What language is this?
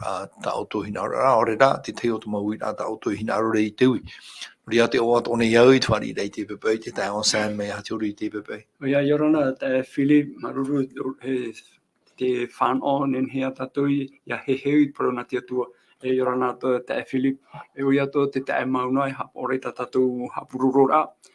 Tahitian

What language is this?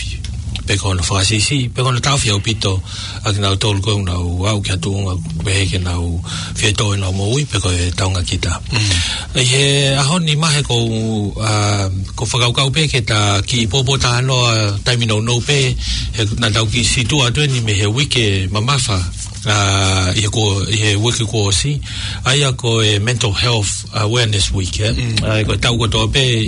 Tongan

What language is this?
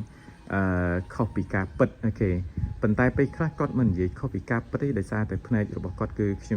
Khmer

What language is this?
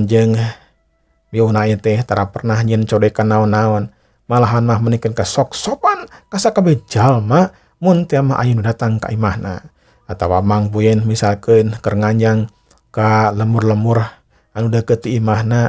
Sundanese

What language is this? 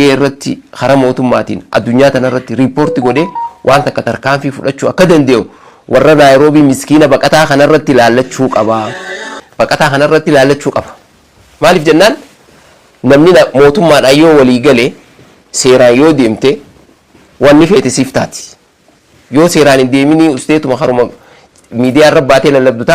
Oromo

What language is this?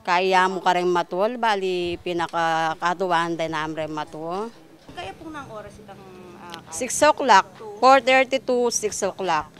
Pampanga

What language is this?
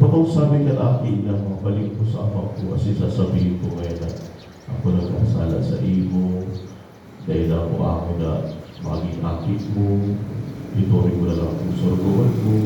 Bikol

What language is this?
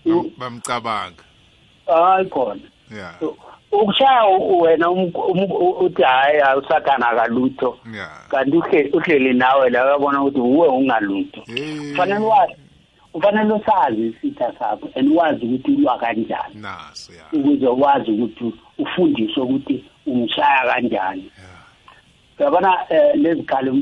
South Ndebele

